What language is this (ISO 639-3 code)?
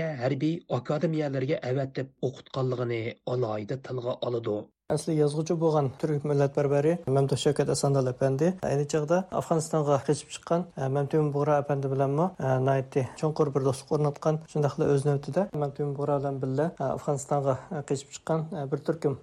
uig